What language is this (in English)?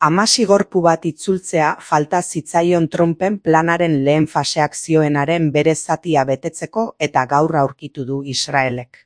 Basque